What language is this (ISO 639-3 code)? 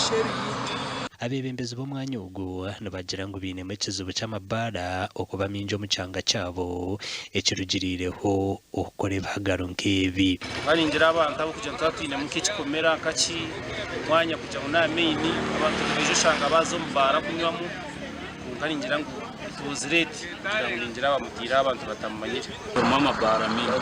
nyn